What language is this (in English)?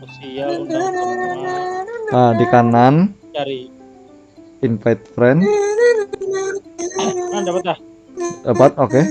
Banjar